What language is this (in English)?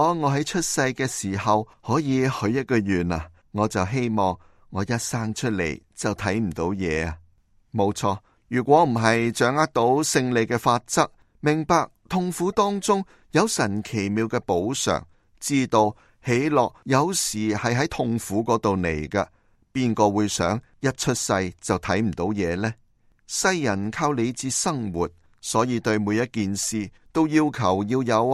Cantonese